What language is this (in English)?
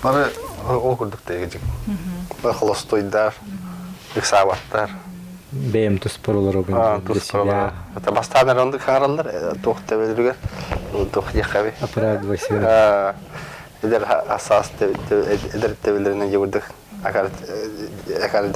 Yakut